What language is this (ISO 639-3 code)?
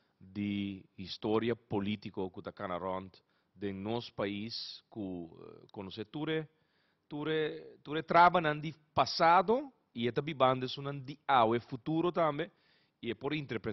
pap